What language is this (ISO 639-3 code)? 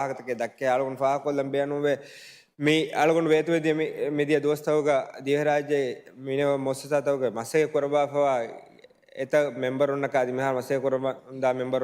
div